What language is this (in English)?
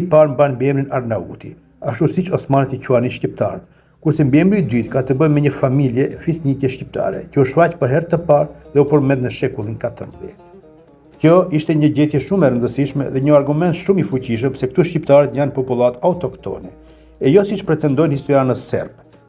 Albanian